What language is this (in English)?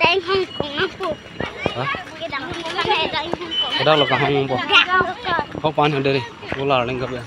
Karbi